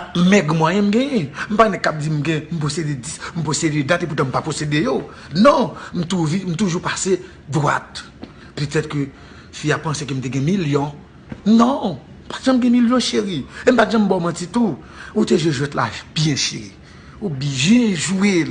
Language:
Haitian Creole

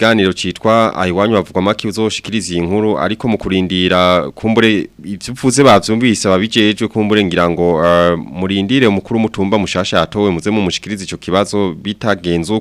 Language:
Rundi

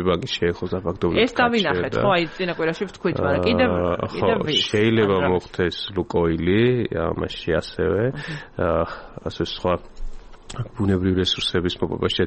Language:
Georgian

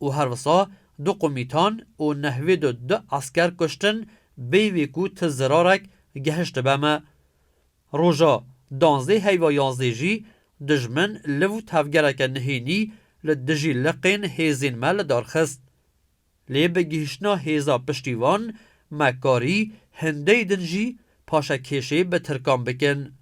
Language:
Kurdish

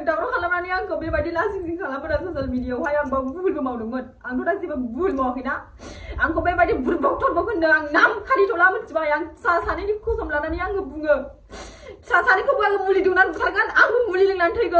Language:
Bodo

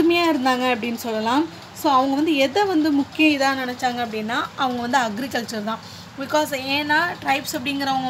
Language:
Tamil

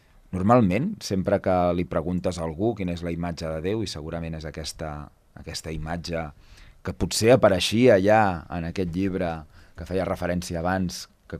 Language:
Catalan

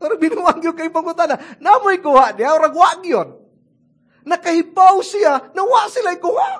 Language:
Cebuano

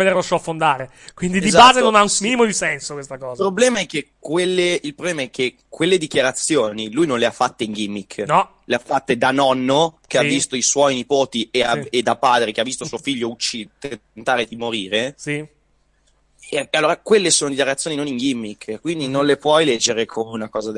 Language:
Italian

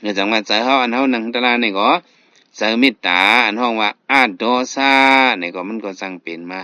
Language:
Shan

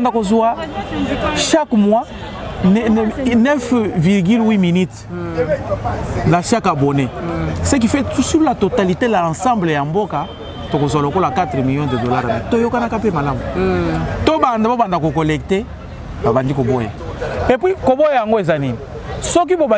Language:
Lingala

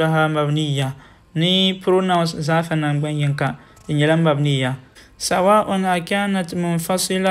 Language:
Dagbani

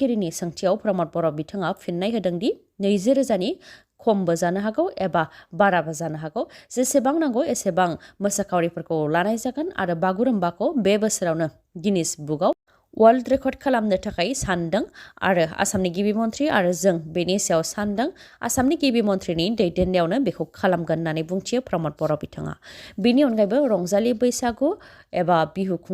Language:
Bodo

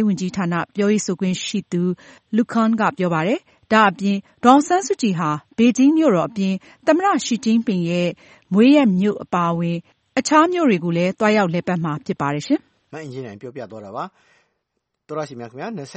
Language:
Burmese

